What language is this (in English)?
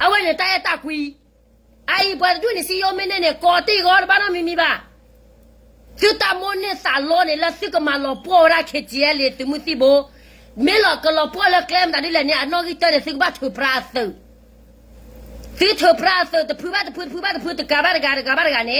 S'gaw Karen